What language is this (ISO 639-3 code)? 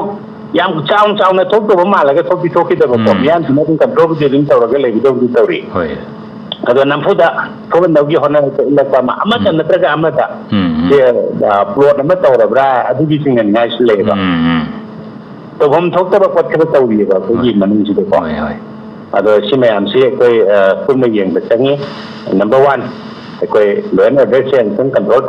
mni